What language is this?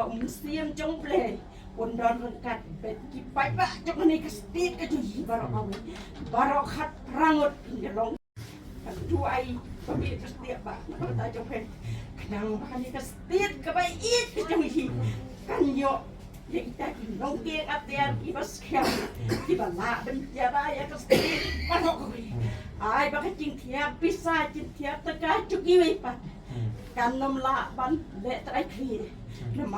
Khasi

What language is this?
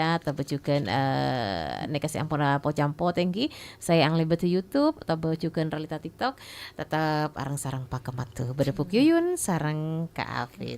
Madurese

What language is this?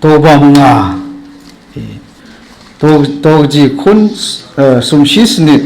Kachin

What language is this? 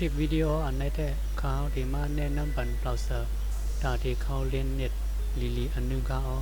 Shan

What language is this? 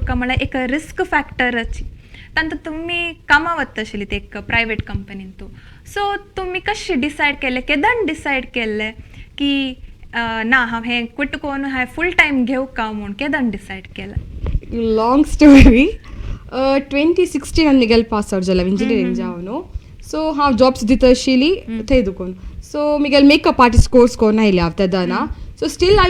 Konkani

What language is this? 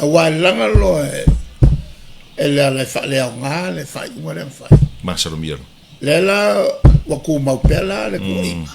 Samoan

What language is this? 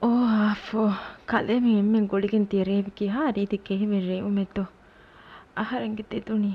Divehi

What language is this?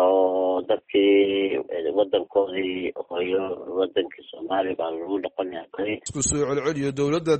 Somali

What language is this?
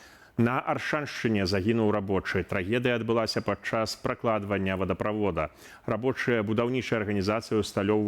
Belarusian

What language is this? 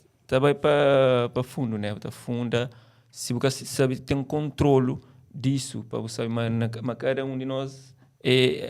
Kabuverdianu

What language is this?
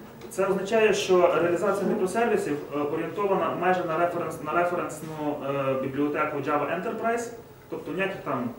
Ukrainian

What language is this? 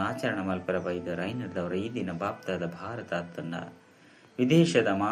Tulu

